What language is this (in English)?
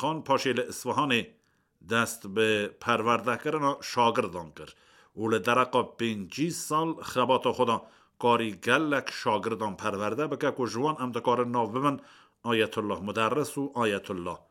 Kurdish